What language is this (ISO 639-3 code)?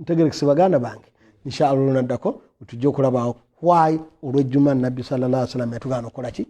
lug